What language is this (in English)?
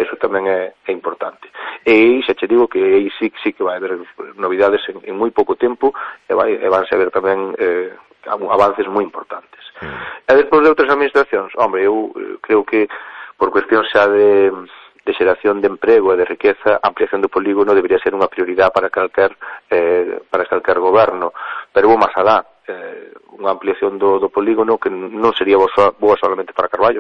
Galician